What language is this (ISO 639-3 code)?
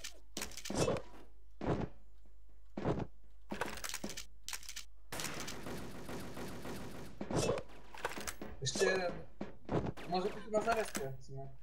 pol